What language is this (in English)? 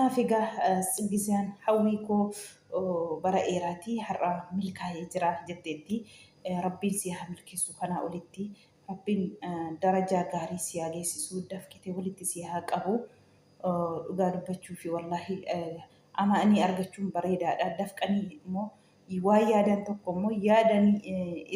Oromo